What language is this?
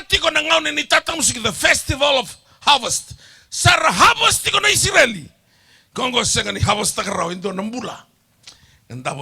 Fijian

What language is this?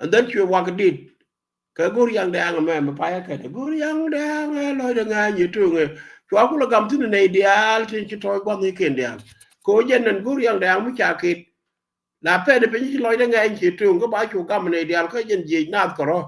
Nuer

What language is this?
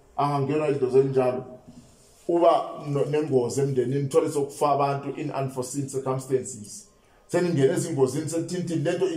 Zulu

